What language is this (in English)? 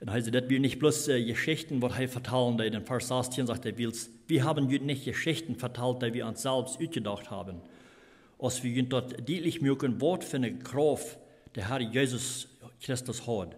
Plautdietsch